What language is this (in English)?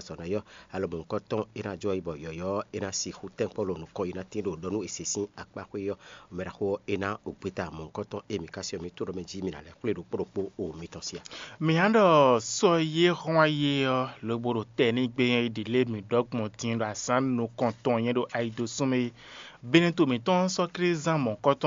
Fon